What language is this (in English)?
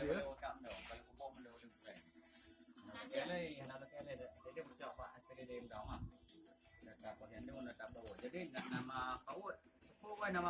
Achinese